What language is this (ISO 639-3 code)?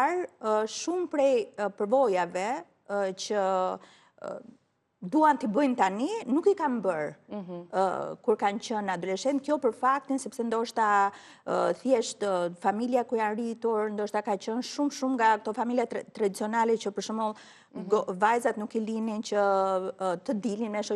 sqi